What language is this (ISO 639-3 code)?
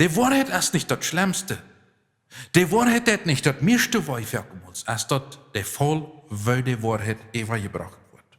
pdt